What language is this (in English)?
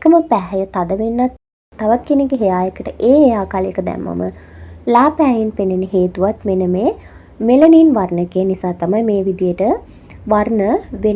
Sinhala